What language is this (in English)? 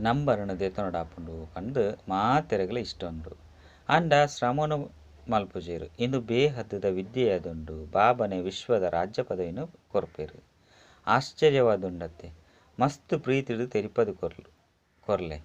Tulu